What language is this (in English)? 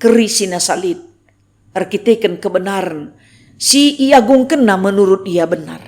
Batak Karo